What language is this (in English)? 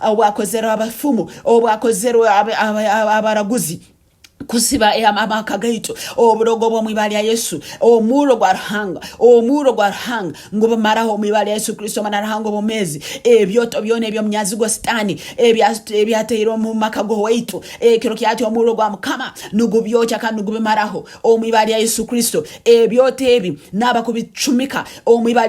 Tooro